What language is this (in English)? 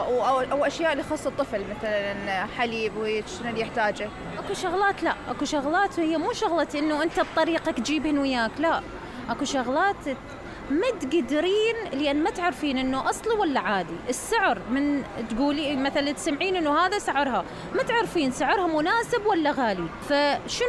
Mesopotamian Arabic